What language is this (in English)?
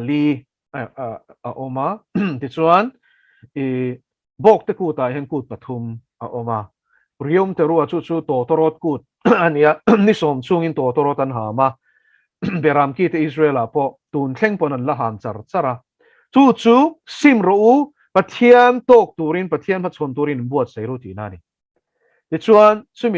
Mizo